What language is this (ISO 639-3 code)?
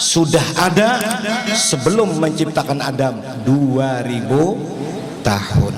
bjn